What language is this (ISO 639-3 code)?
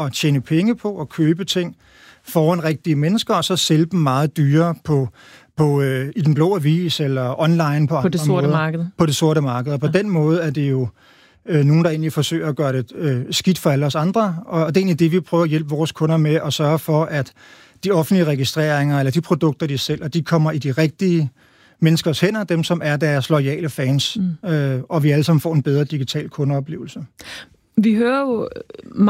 dan